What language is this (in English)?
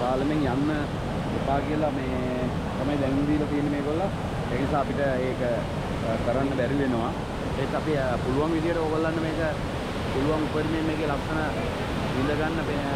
Sinhala